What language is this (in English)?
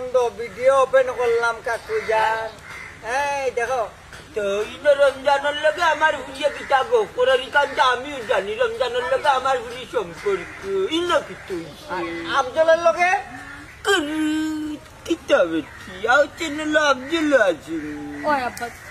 Sylheti